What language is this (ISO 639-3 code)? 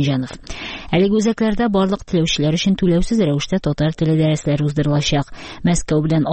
tat